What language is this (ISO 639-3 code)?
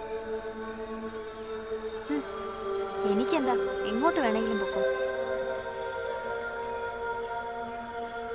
mal